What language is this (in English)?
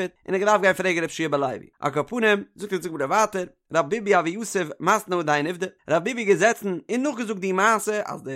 Yiddish